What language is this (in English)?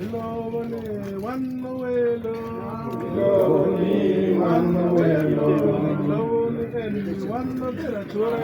Acoli